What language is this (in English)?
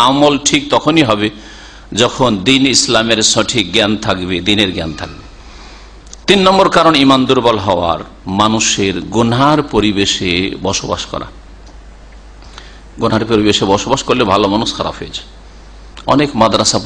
Bangla